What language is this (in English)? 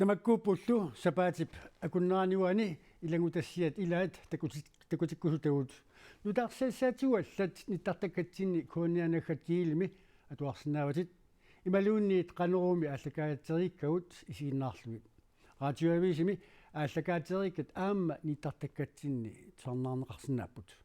Kalaallisut